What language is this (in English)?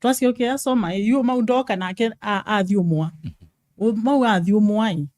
Kamba